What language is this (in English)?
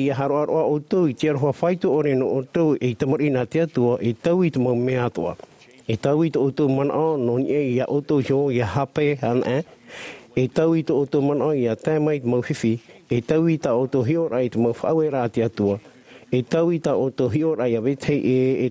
Tahitian